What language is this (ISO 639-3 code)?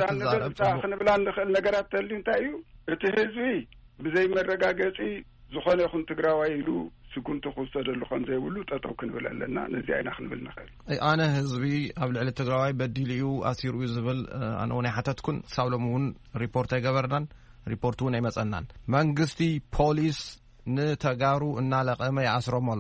tir